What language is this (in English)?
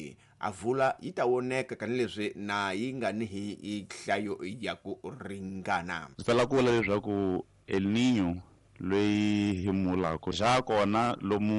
Tsonga